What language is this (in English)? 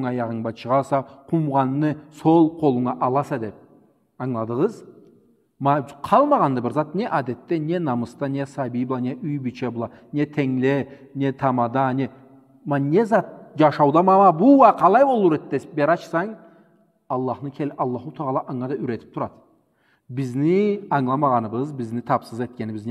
Karachay-Balkar